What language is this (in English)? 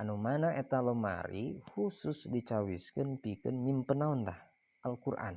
Sundanese